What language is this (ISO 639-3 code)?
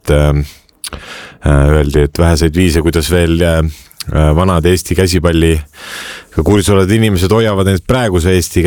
est